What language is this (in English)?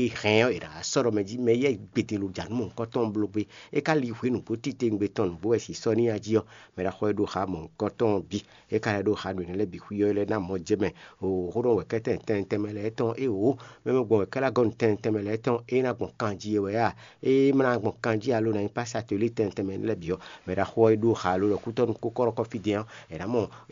Fon